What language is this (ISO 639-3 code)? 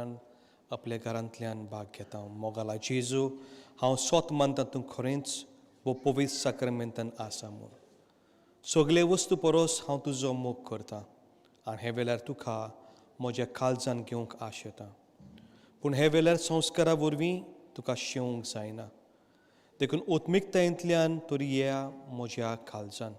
kok